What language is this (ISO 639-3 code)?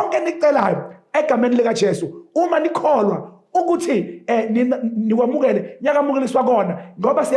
zul